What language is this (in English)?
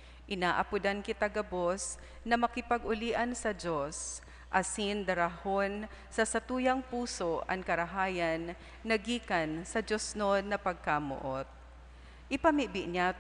Bikol